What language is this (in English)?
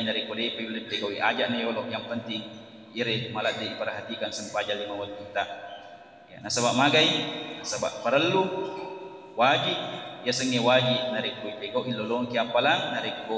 Buginese